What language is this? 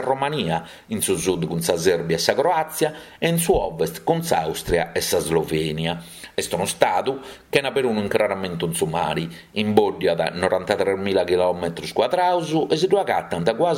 Sardinian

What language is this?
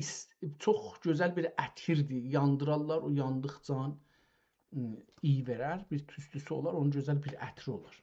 South Azerbaijani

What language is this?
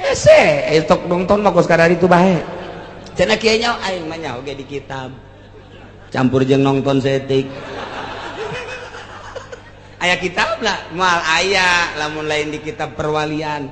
Sundanese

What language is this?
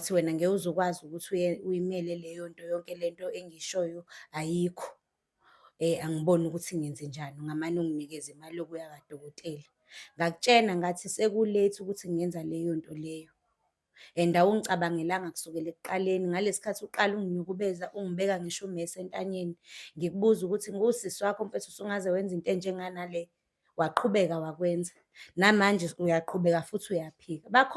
Zulu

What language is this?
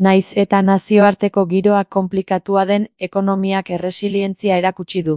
Basque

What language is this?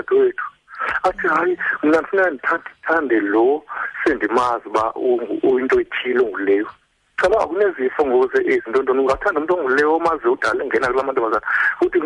Xhosa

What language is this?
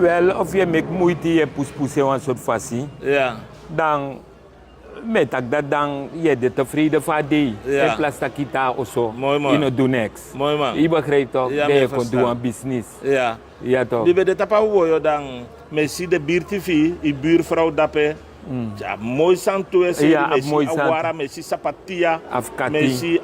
Sranan Tongo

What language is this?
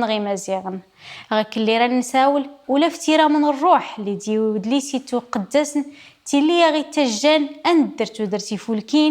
Kabyle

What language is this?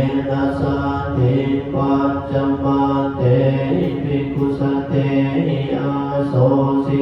Pali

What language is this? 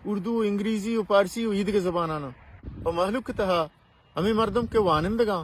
Baluchi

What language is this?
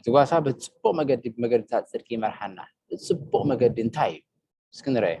Tigrinya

